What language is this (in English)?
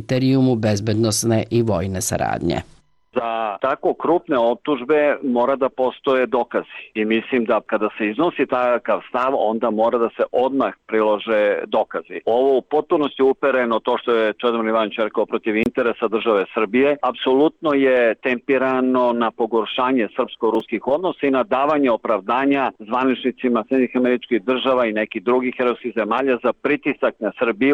Serbian